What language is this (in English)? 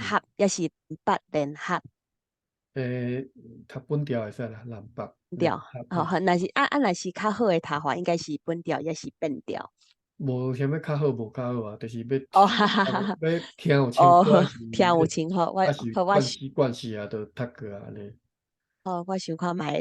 Min Nan Chinese